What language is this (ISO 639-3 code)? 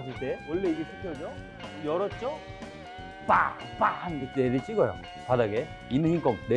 kor